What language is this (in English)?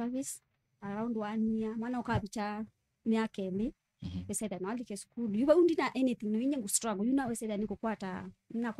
Kamba